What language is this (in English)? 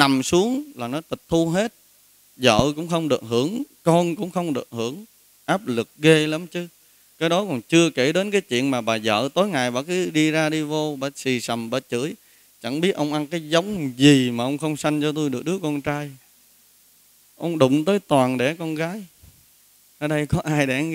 Vietnamese